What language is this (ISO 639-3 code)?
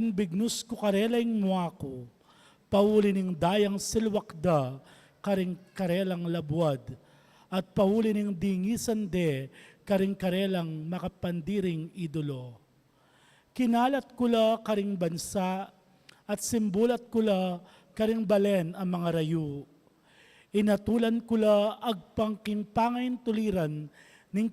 pam